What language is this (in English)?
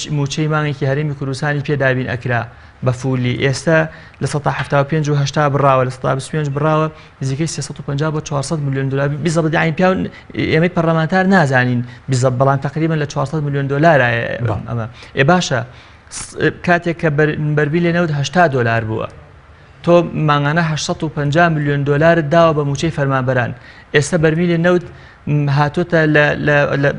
Central Kurdish